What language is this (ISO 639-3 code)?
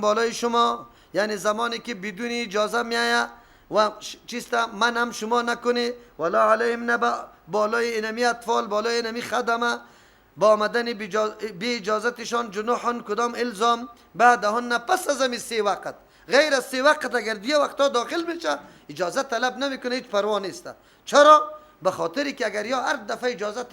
fas